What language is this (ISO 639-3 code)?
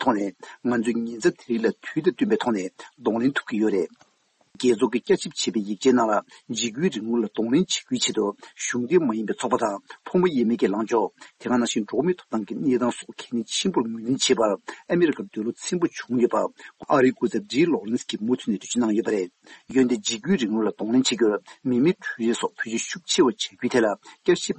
bod